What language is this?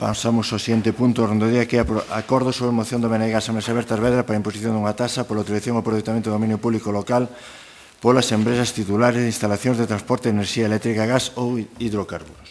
Galician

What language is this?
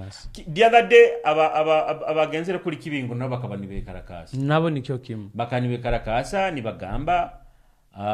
Nyoro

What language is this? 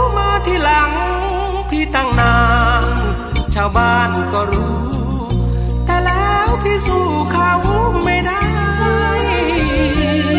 Thai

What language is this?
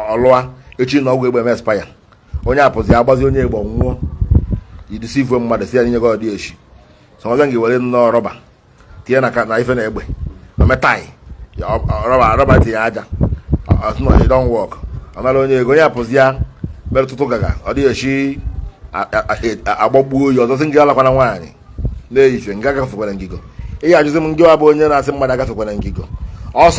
Igbo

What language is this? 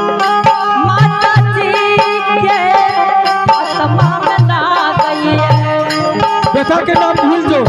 Angika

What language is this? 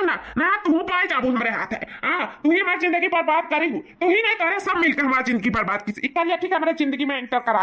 Awadhi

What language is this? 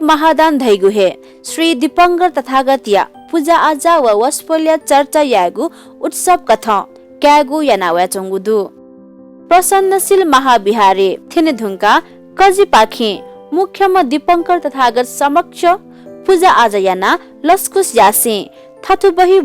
Newari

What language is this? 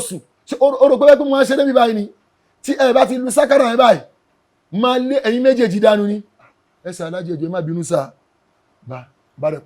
Yoruba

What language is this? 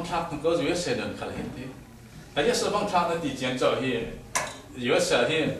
Falam Chin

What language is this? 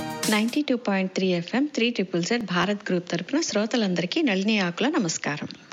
Telugu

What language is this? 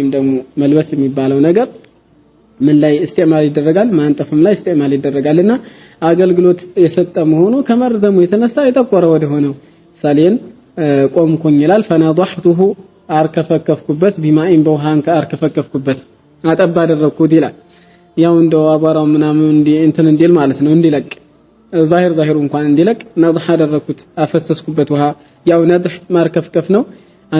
Amharic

